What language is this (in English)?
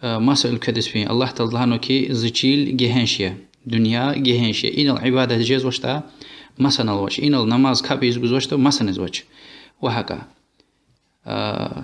Lezghian